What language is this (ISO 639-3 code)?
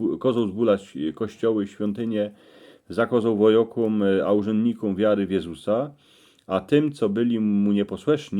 szl